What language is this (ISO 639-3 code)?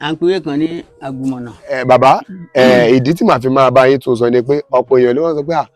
yor